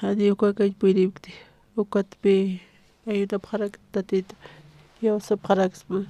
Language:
Aymara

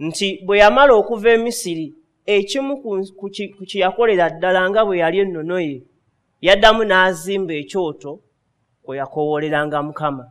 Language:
Ganda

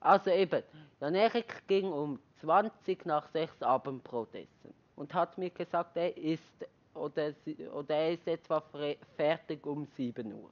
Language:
Swiss German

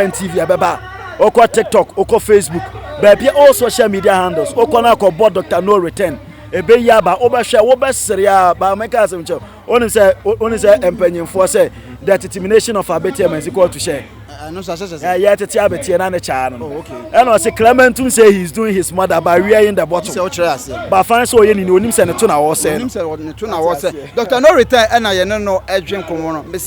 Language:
Akan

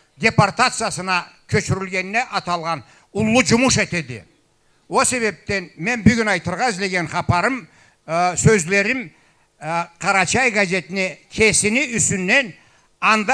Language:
Karachay-Balkar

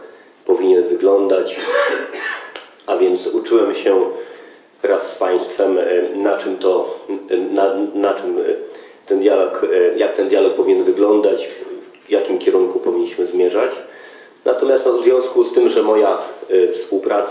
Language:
Polish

